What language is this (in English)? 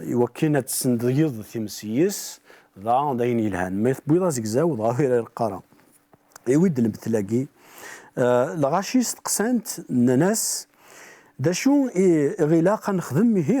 Kabyle